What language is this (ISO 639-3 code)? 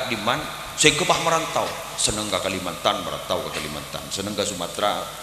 mad